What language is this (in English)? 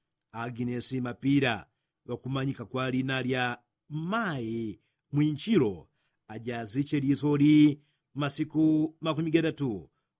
Yao